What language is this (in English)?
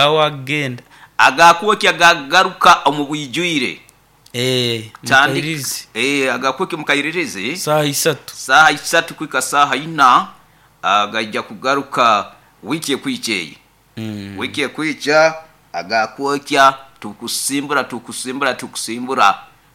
Nyoro